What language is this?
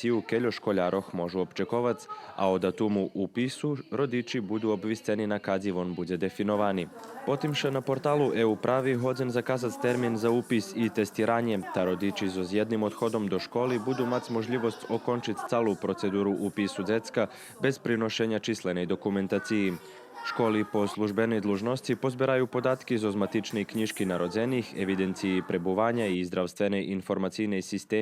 Rusyn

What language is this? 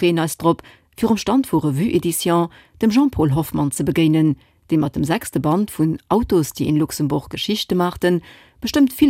Luxembourgish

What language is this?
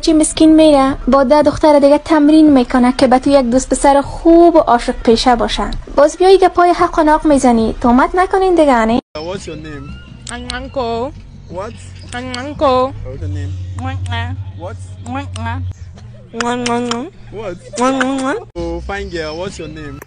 Tajik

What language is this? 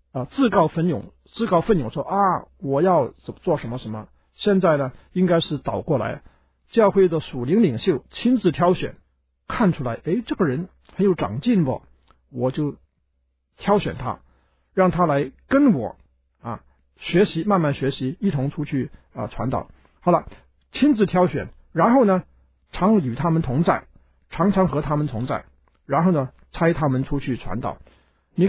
Chinese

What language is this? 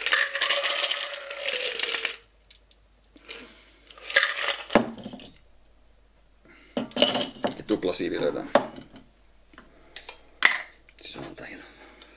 Finnish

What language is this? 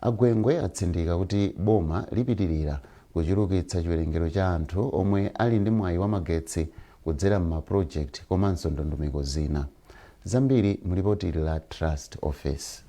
Nyanja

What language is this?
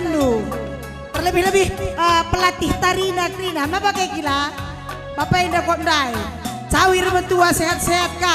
Batak Karo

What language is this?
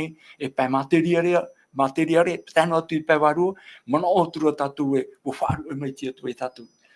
Tahitian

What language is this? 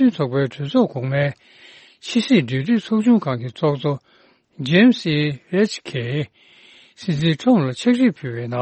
Tibetan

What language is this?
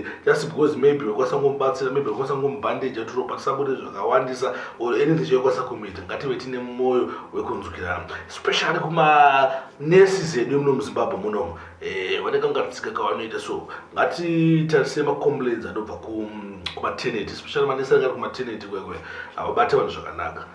Shona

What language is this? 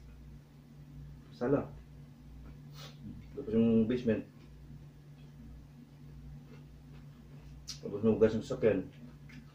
Filipino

